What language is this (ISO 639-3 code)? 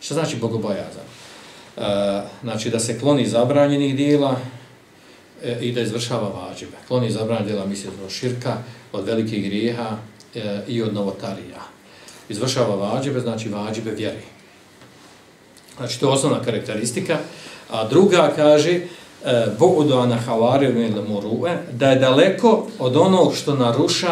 bos